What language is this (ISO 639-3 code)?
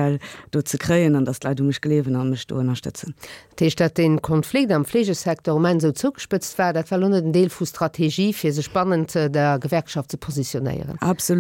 ltz